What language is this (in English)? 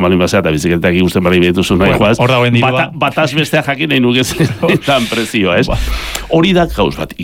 Basque